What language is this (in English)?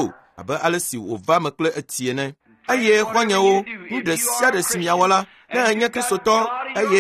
Ewe